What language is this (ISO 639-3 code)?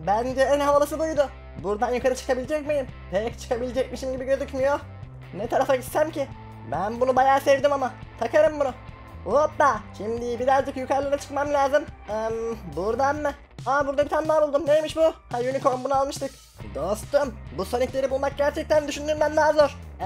tur